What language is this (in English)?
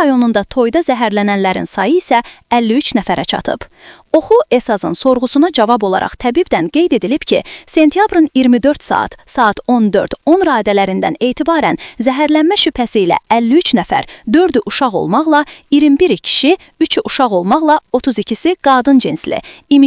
Azerbaijani